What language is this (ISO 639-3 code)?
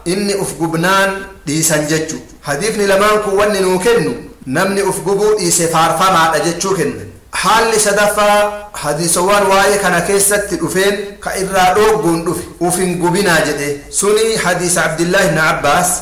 orm